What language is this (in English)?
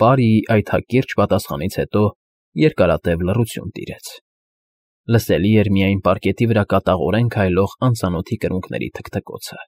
Armenian